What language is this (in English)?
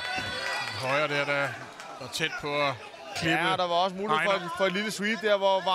Danish